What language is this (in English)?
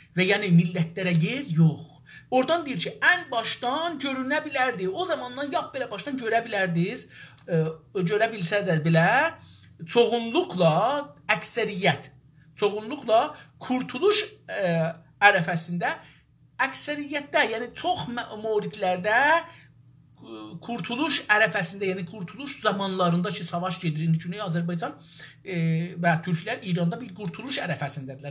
South Azerbaijani